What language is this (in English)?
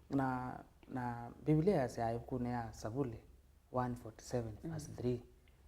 Kamba